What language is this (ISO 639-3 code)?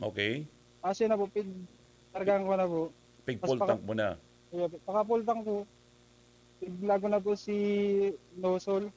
bik